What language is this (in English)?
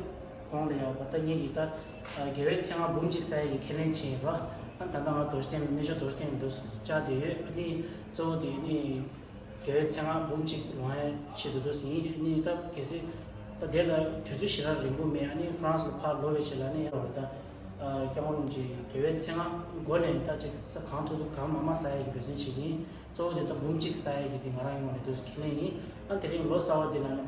Tibetan